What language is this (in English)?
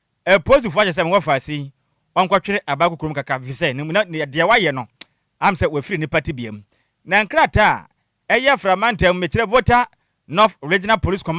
Akan